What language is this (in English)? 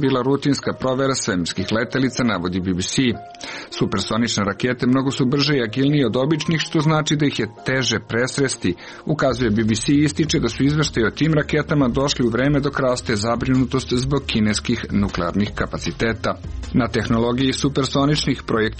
Serbian